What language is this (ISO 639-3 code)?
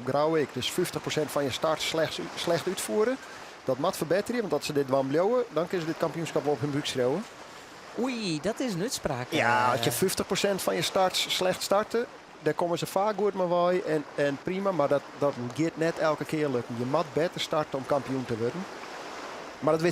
fry